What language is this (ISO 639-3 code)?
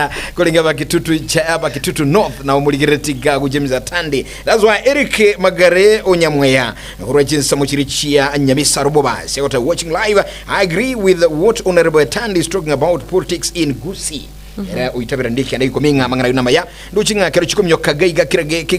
guz